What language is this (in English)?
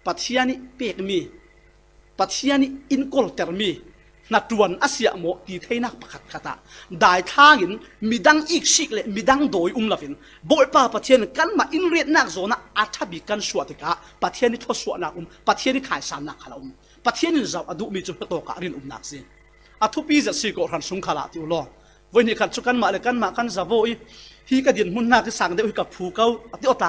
Falam Chin